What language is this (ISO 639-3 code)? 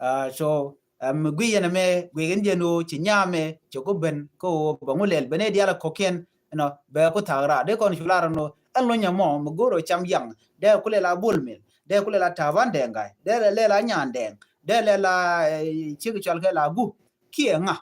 nus